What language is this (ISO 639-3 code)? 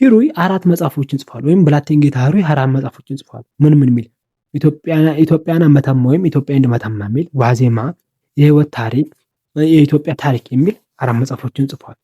amh